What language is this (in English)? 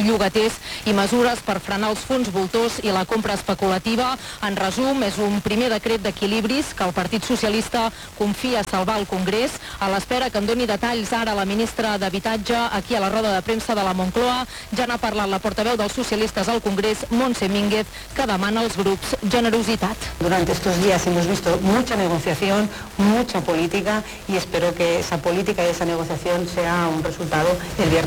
Catalan